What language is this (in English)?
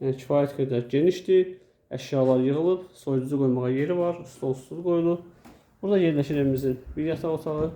Azerbaijani